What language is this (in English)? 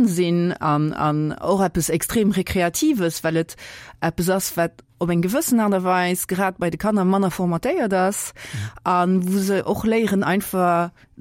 Luxembourgish